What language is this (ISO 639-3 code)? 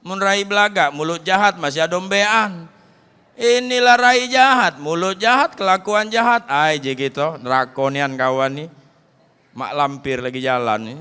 mui